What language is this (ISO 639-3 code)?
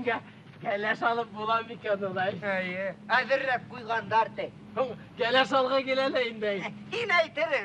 bak